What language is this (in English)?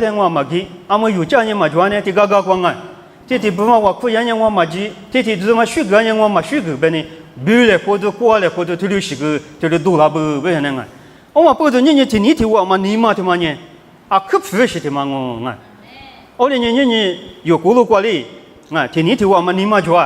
Lisu